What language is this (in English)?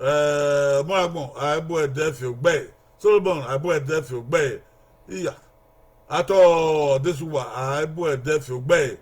Bini